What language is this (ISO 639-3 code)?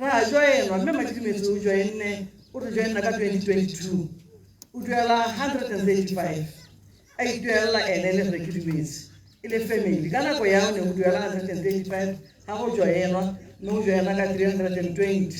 tsn